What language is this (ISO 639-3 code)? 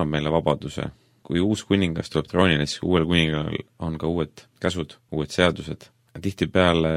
est